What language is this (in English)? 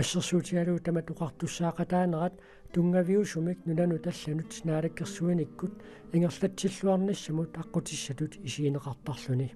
Kalaallisut